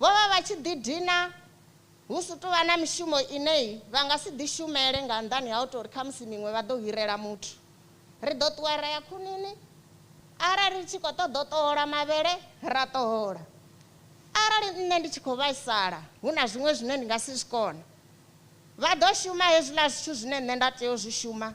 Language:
Venda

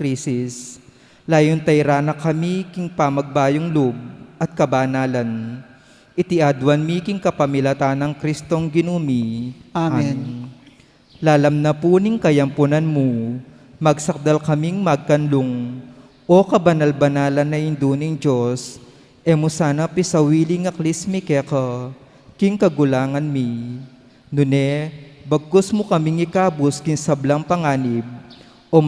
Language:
Pampanga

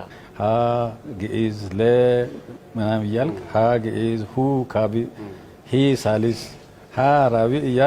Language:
Amharic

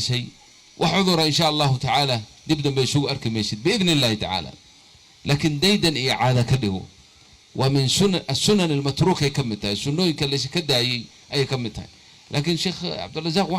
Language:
Somali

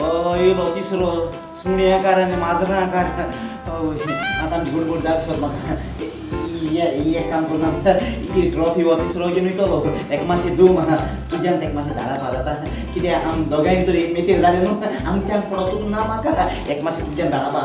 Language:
Konkani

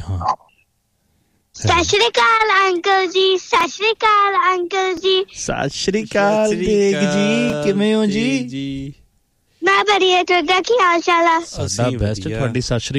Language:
Punjabi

